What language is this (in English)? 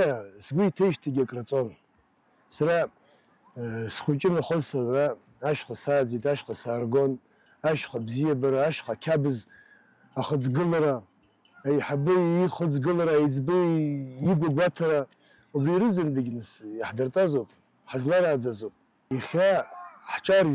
Abkhazian